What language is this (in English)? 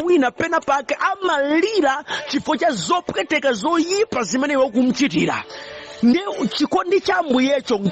Nyanja